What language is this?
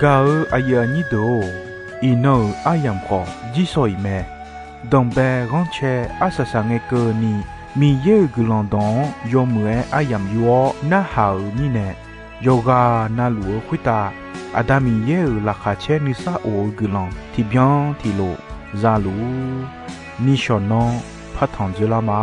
Akha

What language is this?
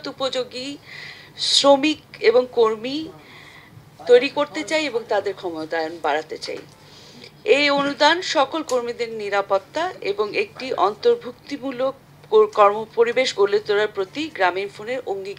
Bangla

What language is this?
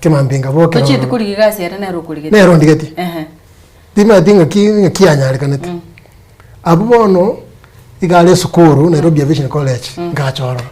Gusii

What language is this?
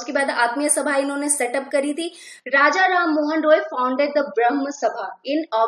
Hindi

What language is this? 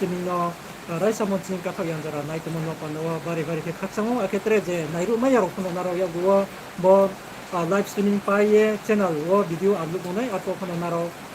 Riang (India)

